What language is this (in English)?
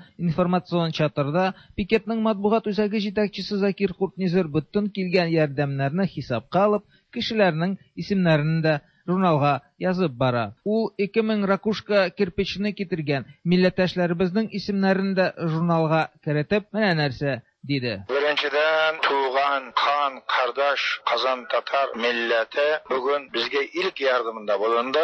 Tatar